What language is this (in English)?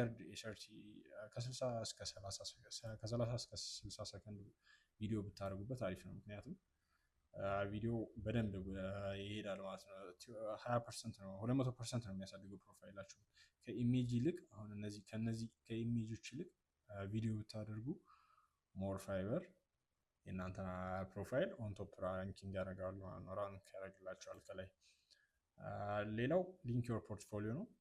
Amharic